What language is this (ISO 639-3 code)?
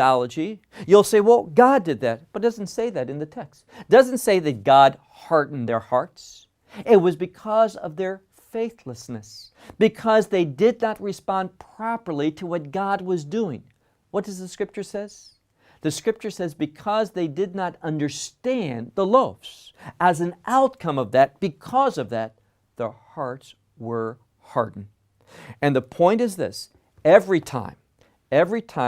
eng